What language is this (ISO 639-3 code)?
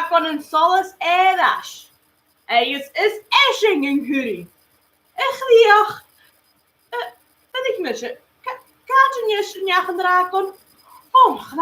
gla